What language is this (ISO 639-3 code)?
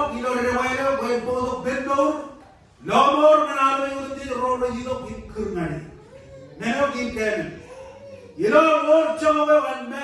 mah